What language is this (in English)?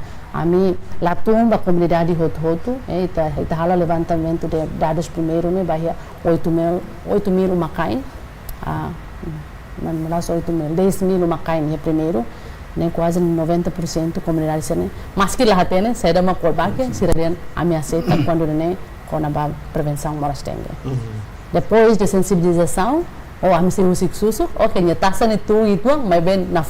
Tetum